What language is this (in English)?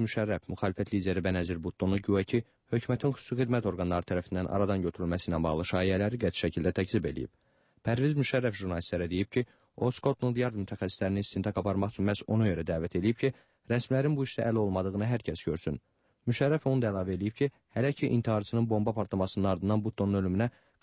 Azerbaijani